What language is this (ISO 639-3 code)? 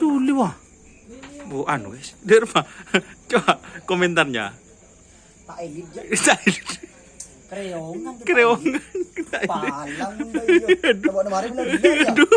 mad